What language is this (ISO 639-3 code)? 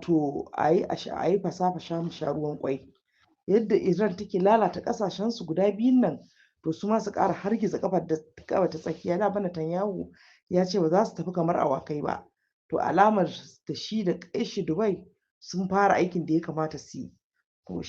hau